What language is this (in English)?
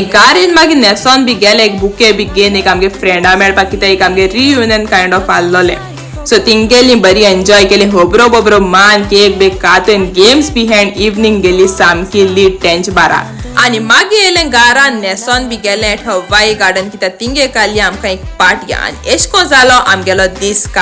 Konkani